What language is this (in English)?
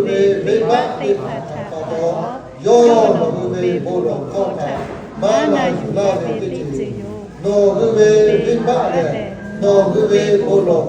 Lahu